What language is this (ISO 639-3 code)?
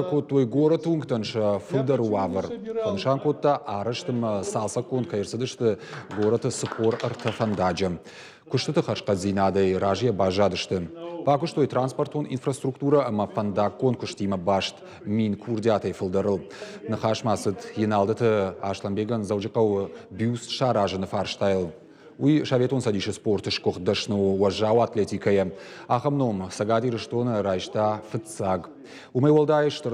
oss